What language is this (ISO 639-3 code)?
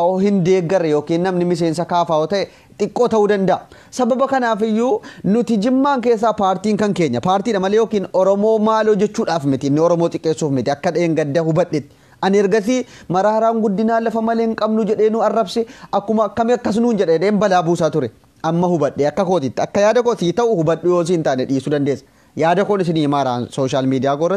orm